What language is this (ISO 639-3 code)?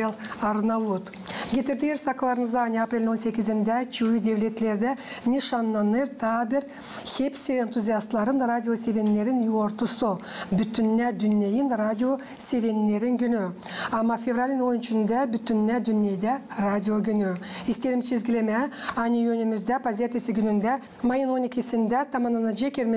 gag